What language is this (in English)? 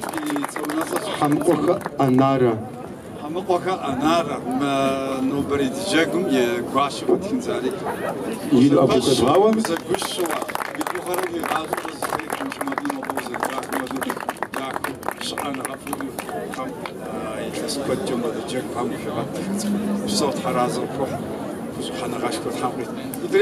Kabardian